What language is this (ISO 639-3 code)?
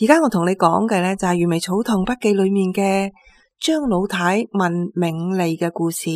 yue